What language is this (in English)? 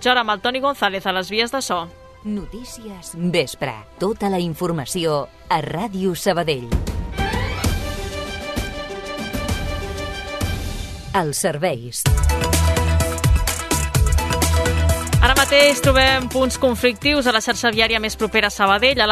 Catalan